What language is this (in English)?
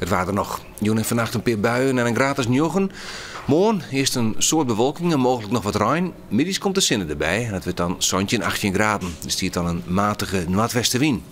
Western Frisian